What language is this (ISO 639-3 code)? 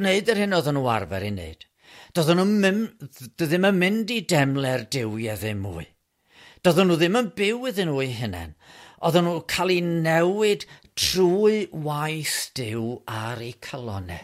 cym